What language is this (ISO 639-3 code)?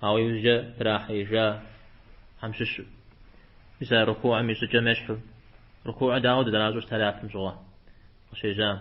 kbd